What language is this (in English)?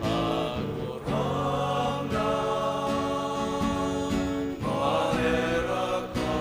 Bikol